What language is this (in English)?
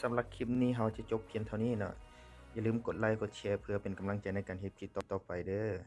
Lao